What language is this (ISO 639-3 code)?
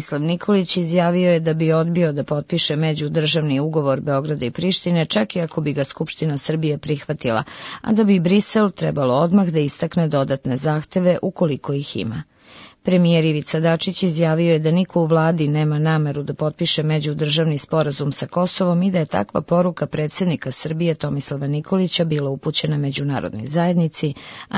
srp